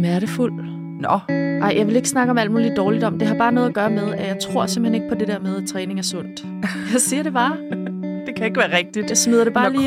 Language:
Danish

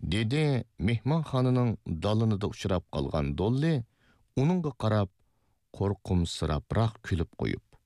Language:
Uyghur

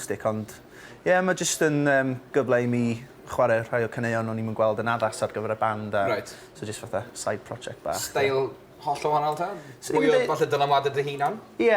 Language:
Welsh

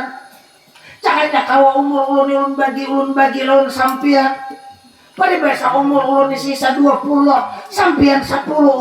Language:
Banjar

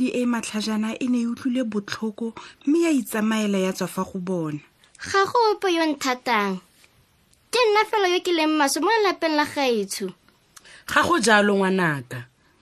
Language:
Tswana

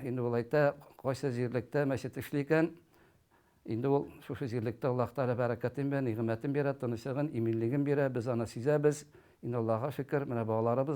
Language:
Tatar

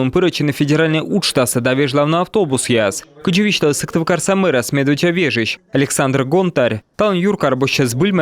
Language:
Komi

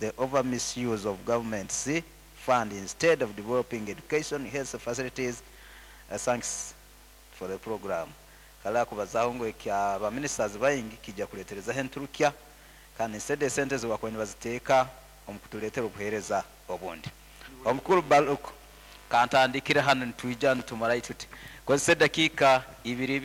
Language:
Nyankole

